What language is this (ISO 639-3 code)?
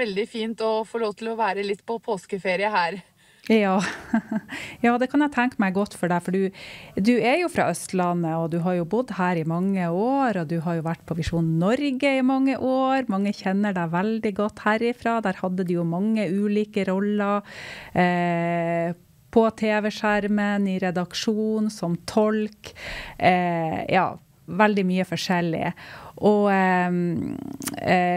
nor